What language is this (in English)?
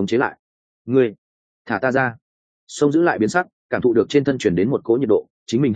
Vietnamese